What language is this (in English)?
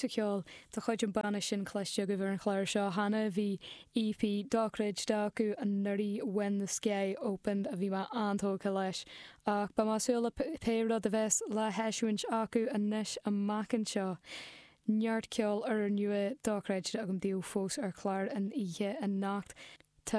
Irish